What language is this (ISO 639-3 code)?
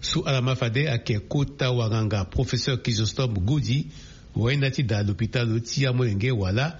sag